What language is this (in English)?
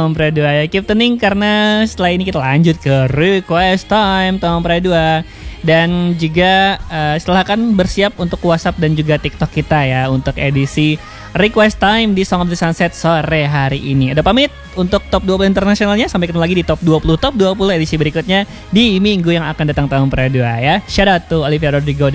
Indonesian